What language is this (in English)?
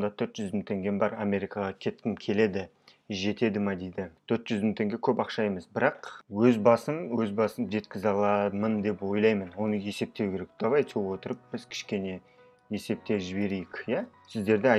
Kazakh